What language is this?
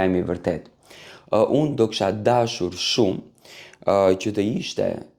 Albanian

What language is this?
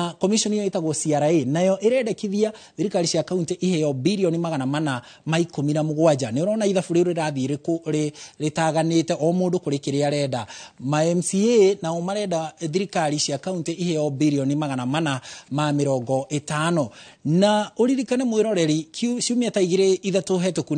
Kikuyu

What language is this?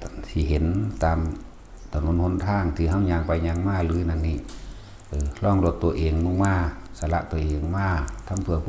Northeastern Thai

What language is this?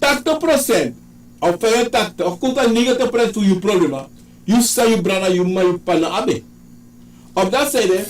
Sranan Tongo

